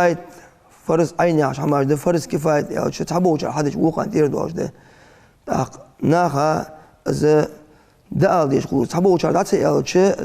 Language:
Ingush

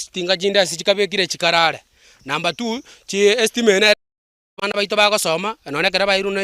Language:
Gusii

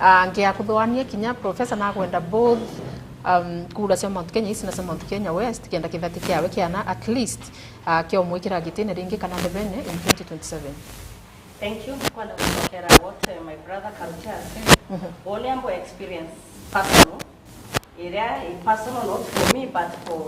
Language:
Meru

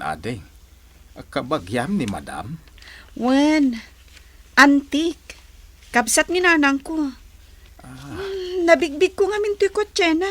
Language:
Iloko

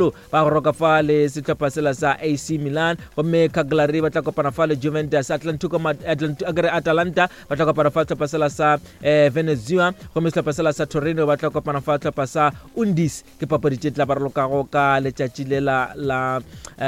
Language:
Northern Sotho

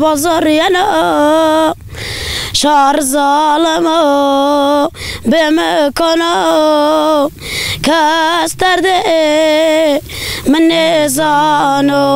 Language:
Zaza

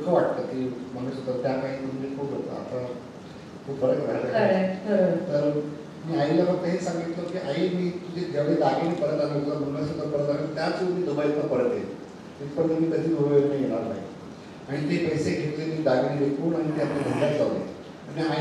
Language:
Marathi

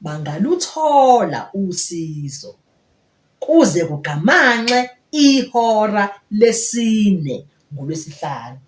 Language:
Zulu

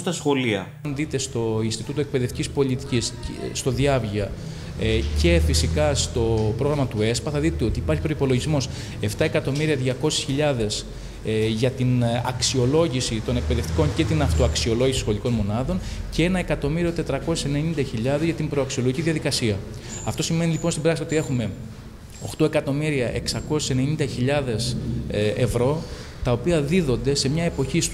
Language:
Greek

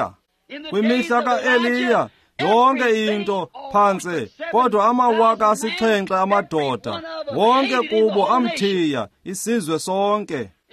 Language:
Xhosa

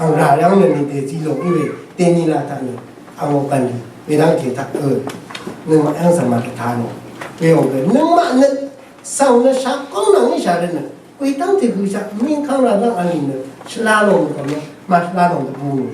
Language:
Rawang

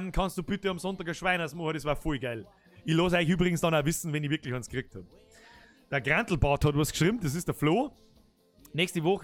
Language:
Bavarian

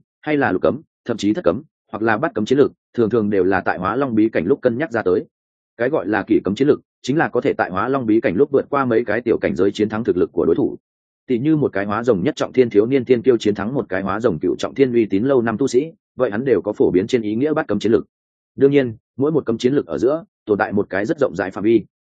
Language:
Vietnamese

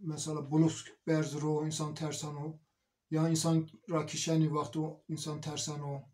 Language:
Zaza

